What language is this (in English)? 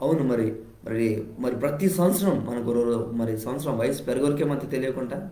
Koya